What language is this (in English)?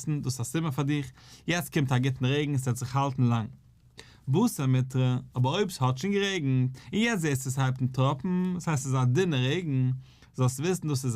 Yiddish